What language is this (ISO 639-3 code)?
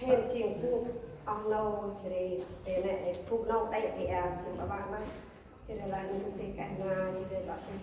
cmo